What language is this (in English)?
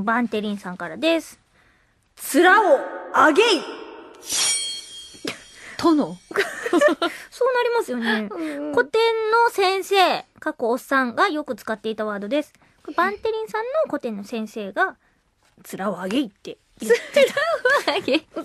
Japanese